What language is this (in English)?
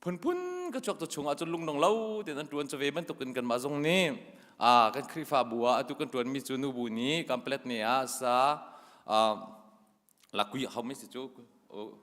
Hakha Chin